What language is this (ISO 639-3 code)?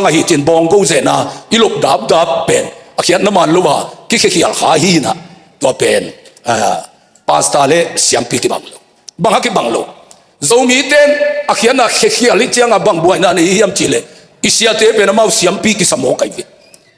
ctd